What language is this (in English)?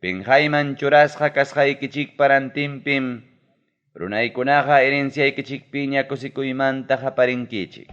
Ayacucho Quechua